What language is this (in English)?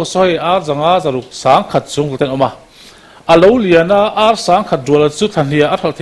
Mizo